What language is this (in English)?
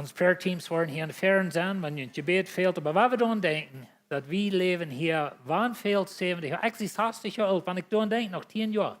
Plautdietsch